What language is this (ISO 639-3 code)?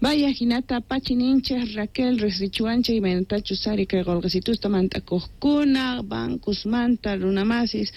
quh